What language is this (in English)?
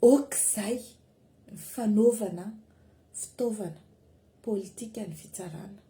Malagasy